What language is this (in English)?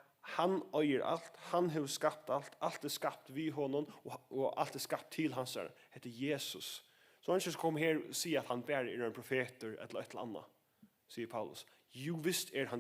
Faroese